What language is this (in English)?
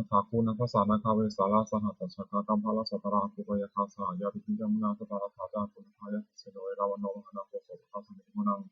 Pali